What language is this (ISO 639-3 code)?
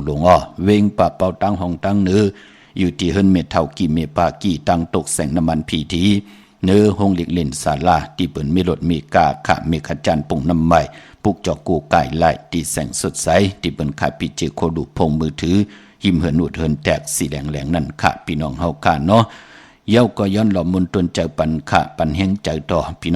shn